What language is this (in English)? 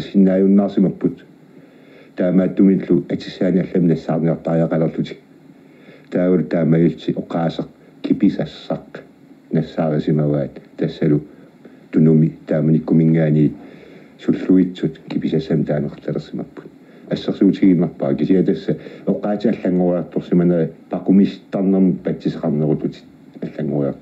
Kalaallisut